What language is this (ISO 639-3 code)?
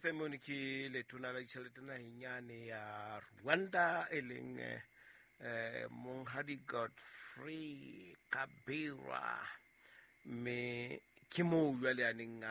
sot